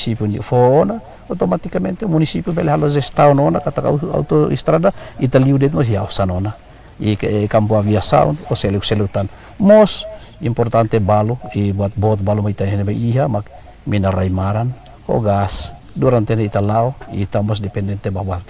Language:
Tetum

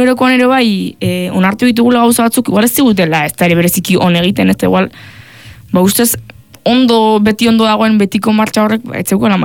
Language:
Basque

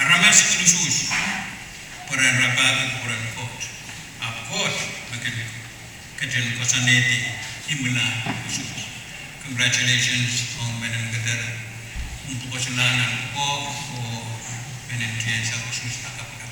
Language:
Pohnpeian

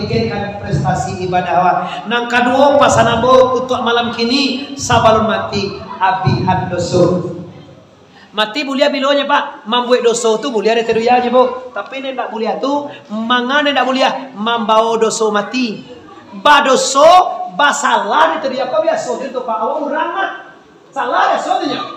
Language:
Minangkabau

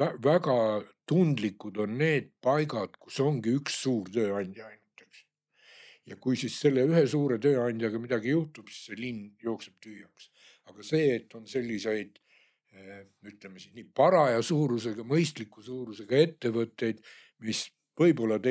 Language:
Estonian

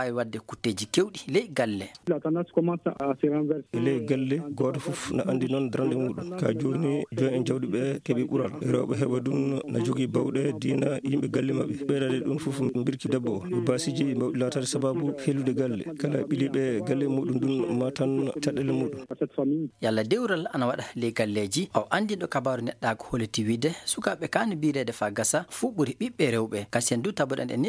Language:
Fula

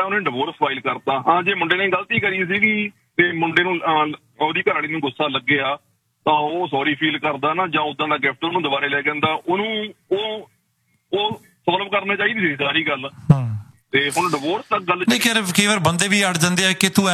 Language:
Punjabi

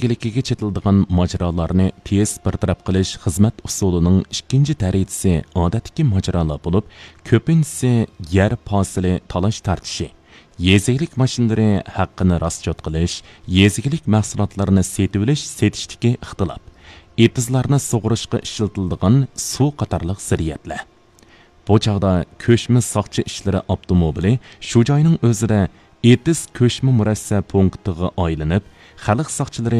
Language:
Uyghur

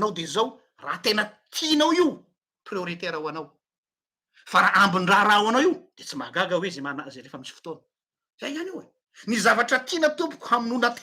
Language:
Malagasy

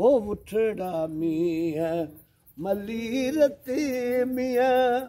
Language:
Sindhi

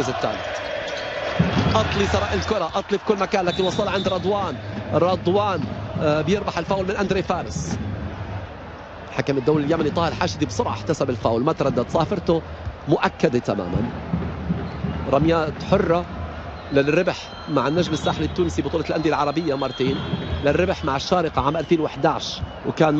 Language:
Arabic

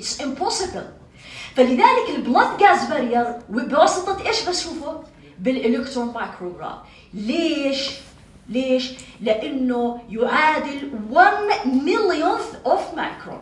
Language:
North Levantine Arabic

